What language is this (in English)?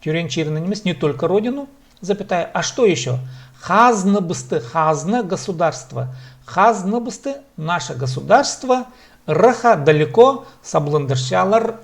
Khakas